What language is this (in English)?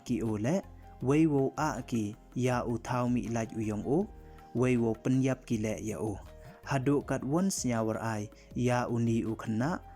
Pnar